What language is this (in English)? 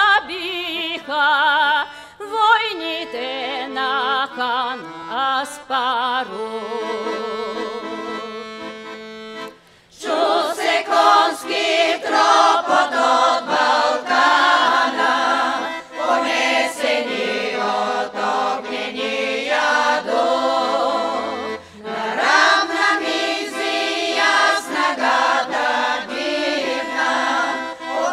Bulgarian